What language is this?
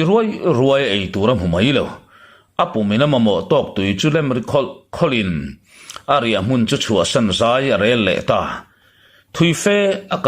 Mizo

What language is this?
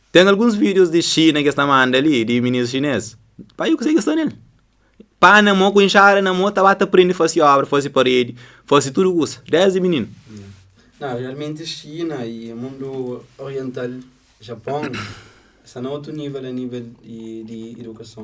Kabuverdianu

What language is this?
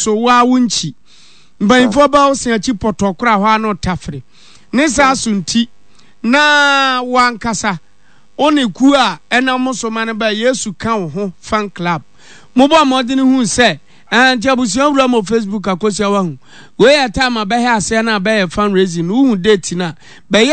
Akan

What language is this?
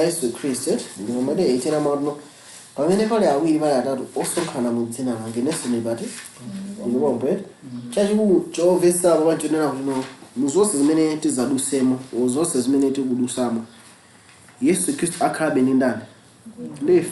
Nyanja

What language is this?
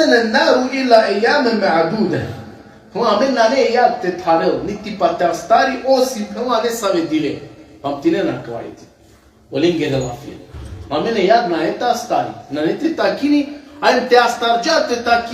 Balkan Romani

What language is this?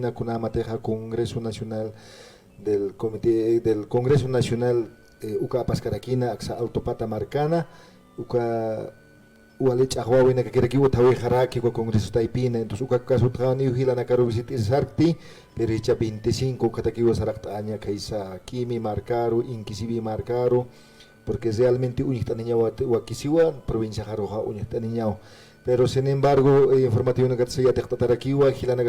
Aymara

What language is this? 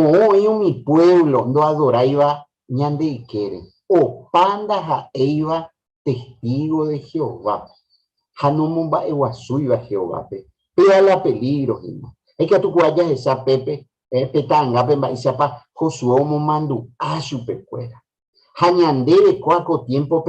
Guarani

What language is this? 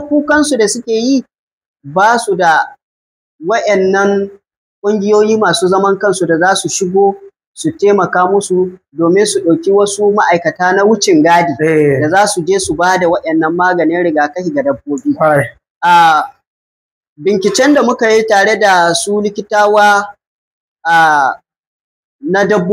Hausa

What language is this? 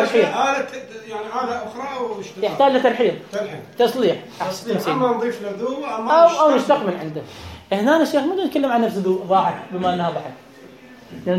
Mesopotamian Arabic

